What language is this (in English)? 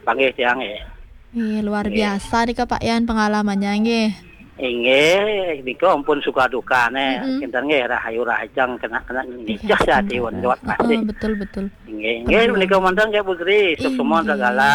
Balinese